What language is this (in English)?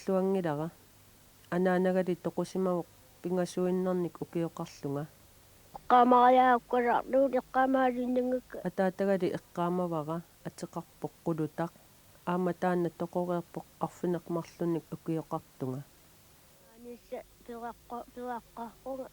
Kalaallisut